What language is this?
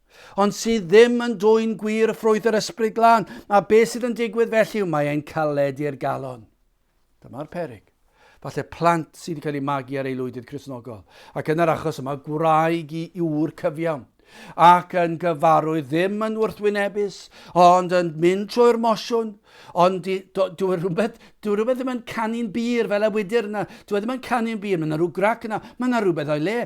Welsh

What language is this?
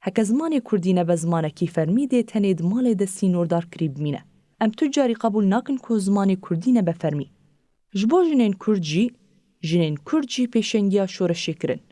Kurdish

